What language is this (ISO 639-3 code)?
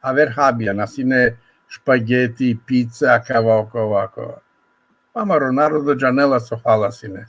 rmn